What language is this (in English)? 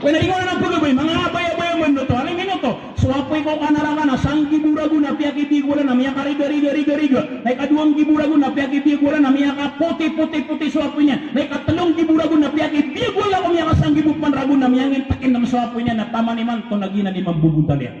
Maranao